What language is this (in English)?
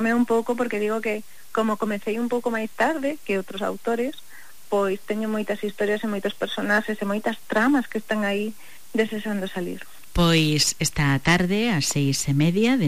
Galician